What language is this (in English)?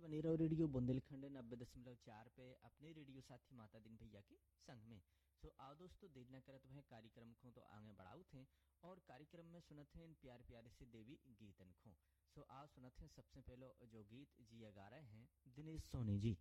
Bundeli